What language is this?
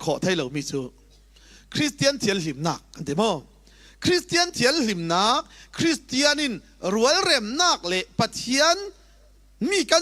Falam Chin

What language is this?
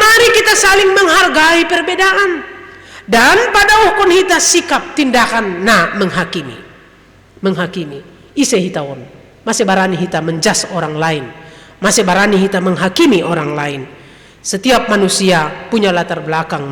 Batak Simalungun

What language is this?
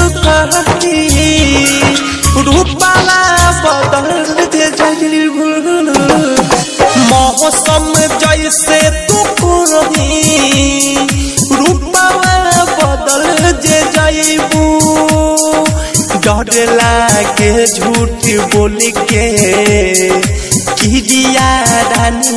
Bhojpuri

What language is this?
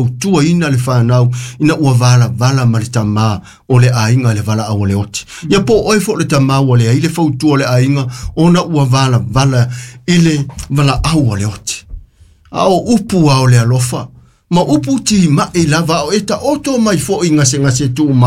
Samoan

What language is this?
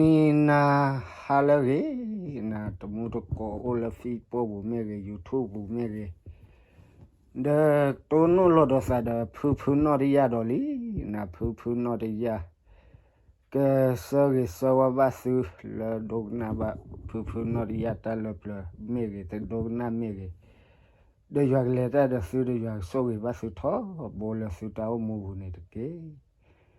S'gaw Karen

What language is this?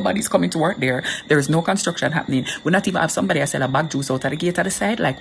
Jamaican Creole English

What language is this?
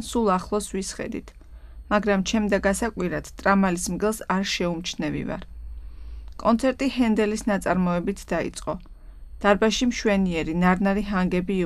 Georgian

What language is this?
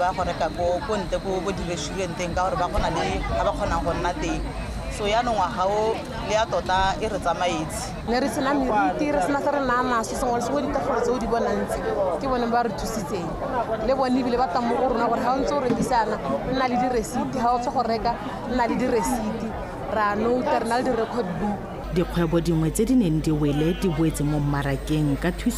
Tswana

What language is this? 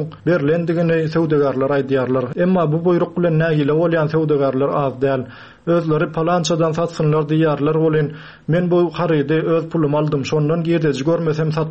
Turkmen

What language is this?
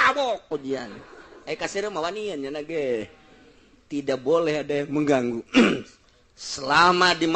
Sundanese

